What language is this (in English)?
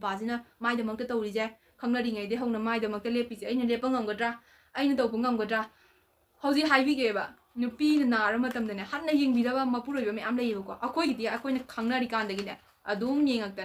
Manipuri